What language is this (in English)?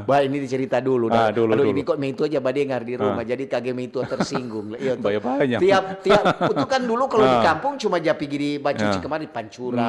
Manado Malay